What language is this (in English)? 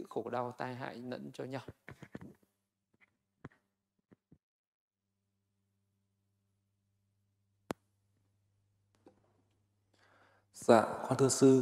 Vietnamese